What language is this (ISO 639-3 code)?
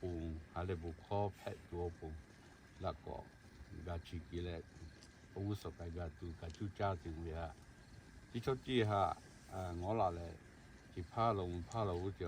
lhu